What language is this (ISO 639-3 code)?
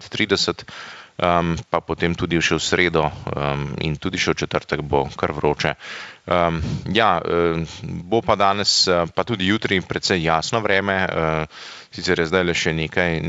slv